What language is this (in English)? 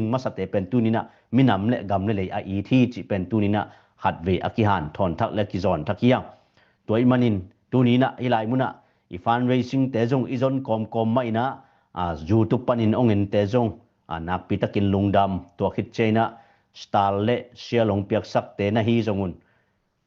Tedim Chin